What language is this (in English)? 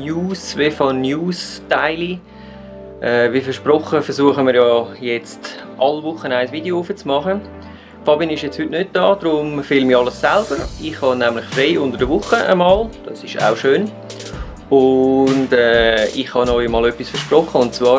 Swiss German